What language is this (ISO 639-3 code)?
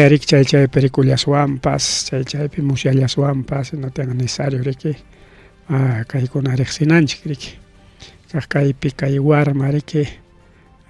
quy